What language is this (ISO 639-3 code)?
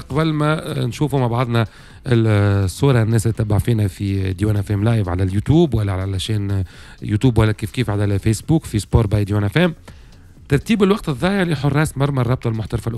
aeb